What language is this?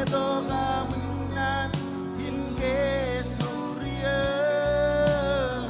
Marshallese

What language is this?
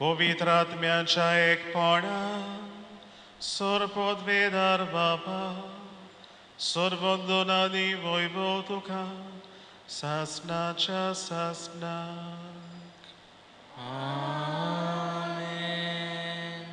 Konkani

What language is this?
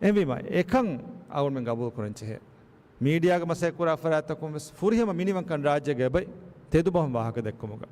Divehi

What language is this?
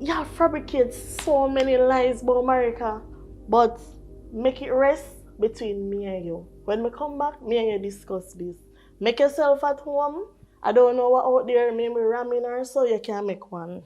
Jamaican Creole English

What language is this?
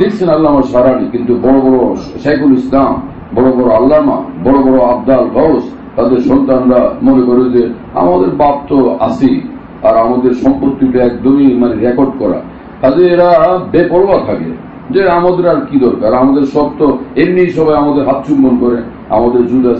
Bangla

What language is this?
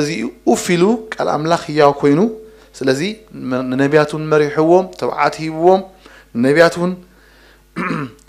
Tigrinya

